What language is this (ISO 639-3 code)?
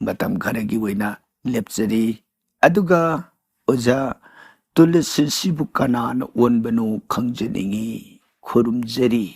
mni